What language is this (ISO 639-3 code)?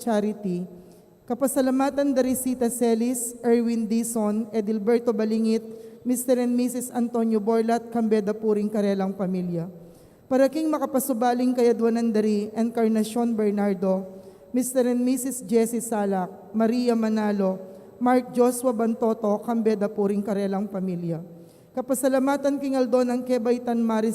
pam